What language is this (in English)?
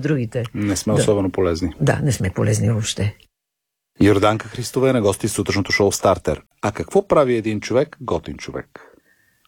Bulgarian